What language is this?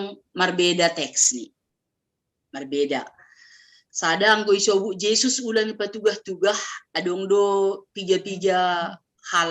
Batak Simalungun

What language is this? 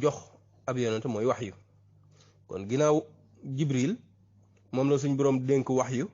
Wolof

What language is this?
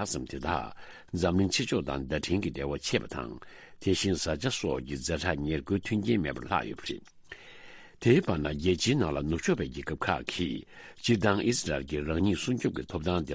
Tibetan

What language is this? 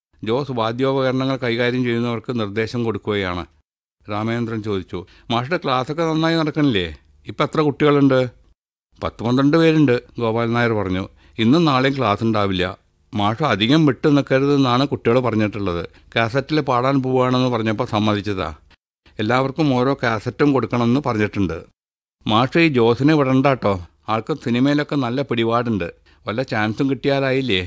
Malayalam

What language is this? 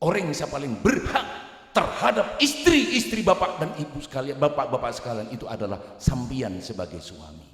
Madurese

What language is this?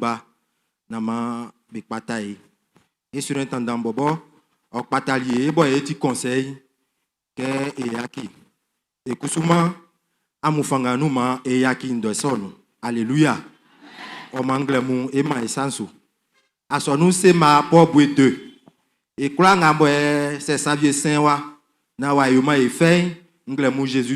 Baoulé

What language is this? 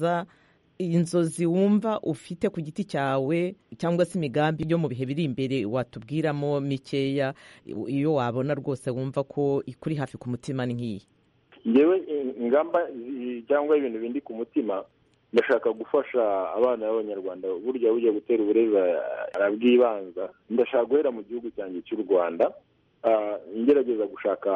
Kinyarwanda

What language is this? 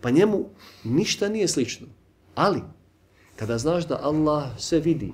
Bosnian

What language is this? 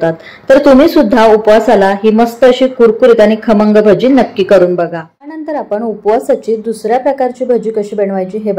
Marathi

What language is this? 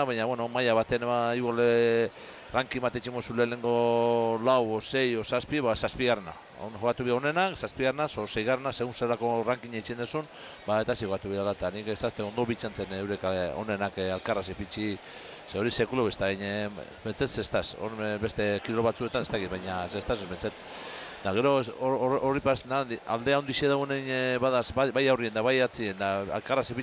Basque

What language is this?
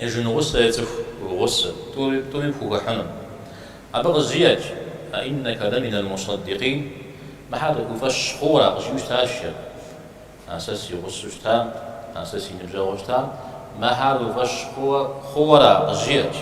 Kabardian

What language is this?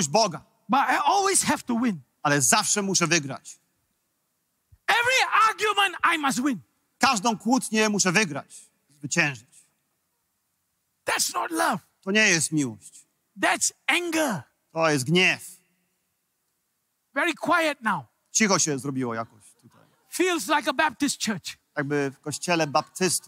Polish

